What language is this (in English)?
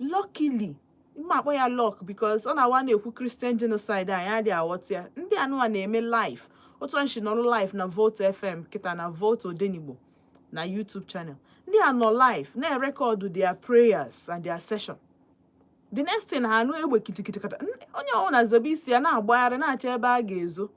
Igbo